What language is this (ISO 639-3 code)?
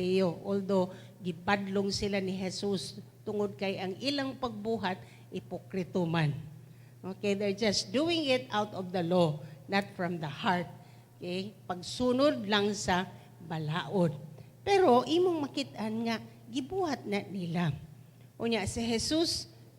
ceb